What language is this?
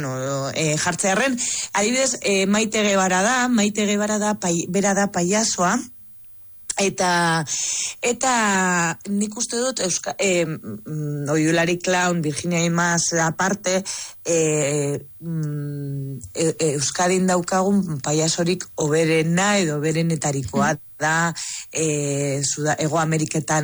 Basque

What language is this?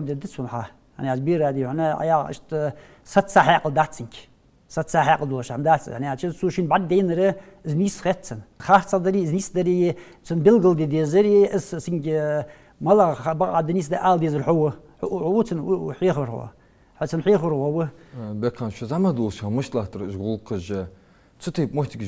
Ingush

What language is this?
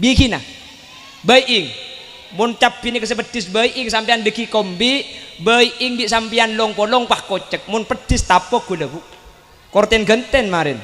Madurese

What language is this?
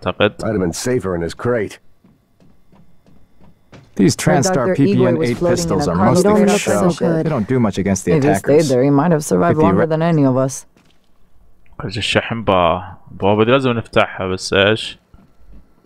Arabic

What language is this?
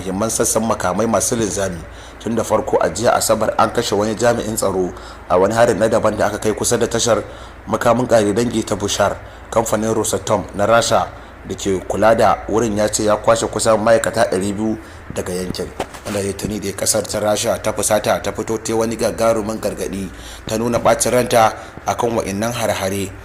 Hausa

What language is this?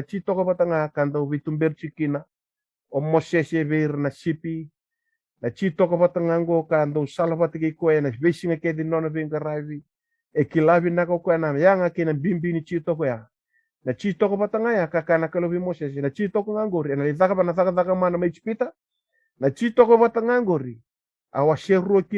Fijian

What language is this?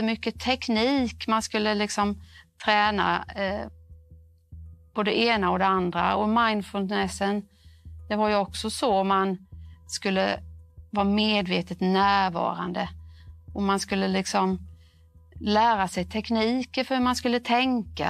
Swedish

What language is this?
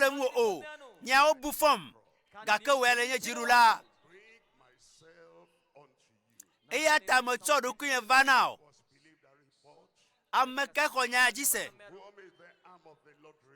Ewe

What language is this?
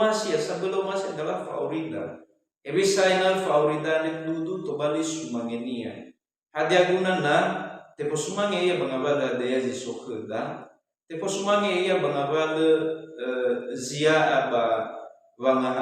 Nias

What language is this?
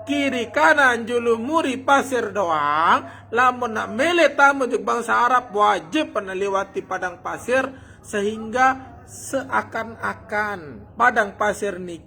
Sasak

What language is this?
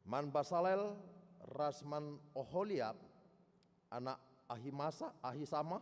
Batak Karo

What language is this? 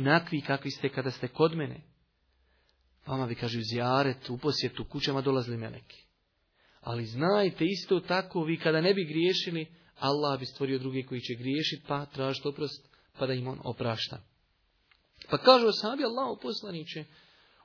Bosnian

